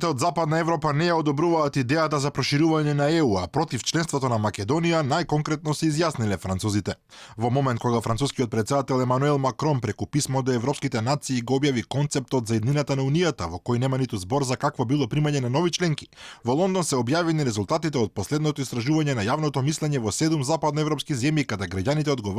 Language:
Macedonian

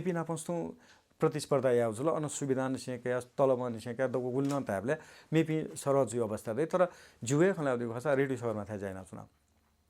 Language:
Newari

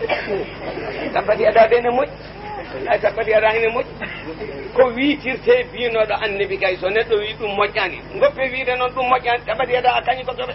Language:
Fula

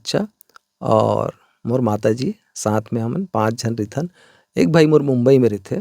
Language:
Chhattisgarhi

